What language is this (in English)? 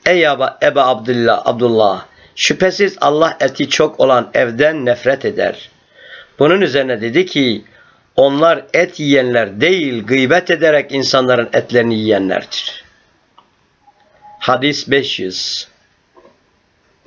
Turkish